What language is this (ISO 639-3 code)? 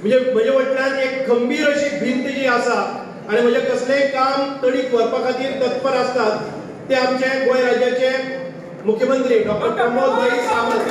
kok